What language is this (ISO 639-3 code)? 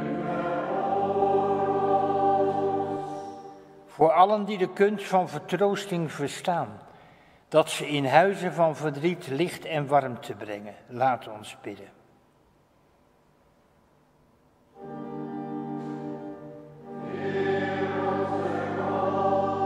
nld